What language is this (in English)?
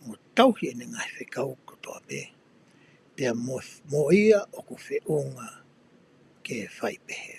Tongan